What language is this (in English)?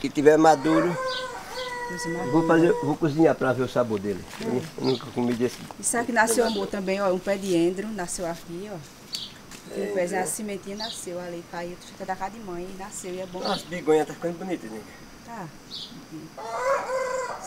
Portuguese